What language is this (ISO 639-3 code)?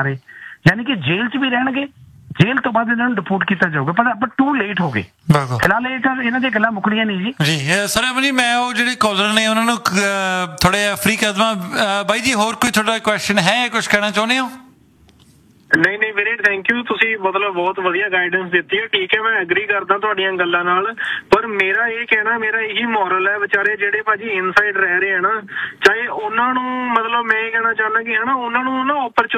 pan